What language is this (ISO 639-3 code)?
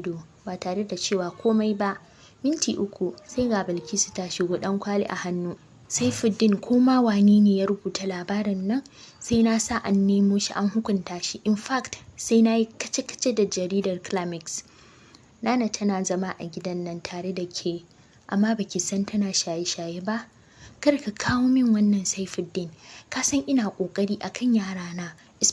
hau